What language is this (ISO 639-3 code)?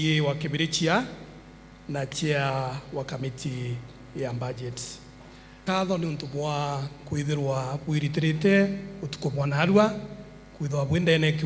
mer